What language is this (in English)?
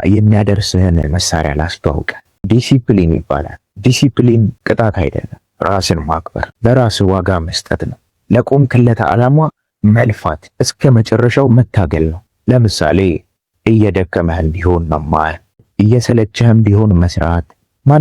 Amharic